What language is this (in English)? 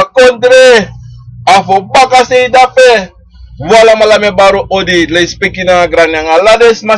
Sranan Tongo